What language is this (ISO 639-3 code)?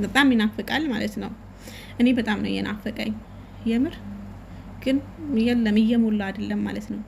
amh